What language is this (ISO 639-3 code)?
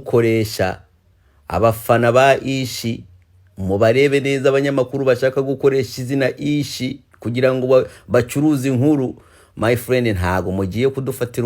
kin